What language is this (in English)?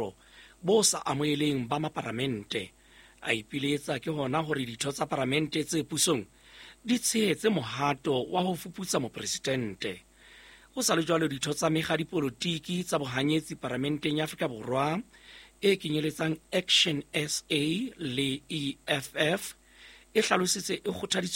Southern Sotho